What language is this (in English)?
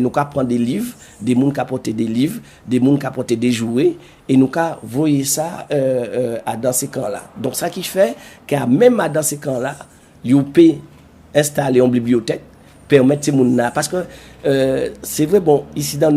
Guadeloupean Creole French